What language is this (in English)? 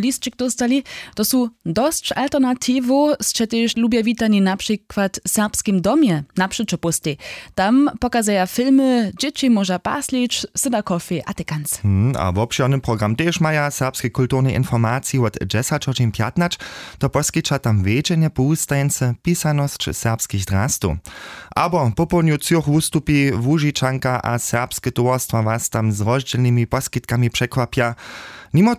Upper Sorbian